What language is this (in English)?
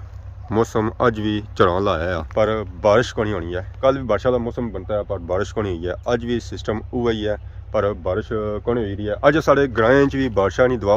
Pahari-Potwari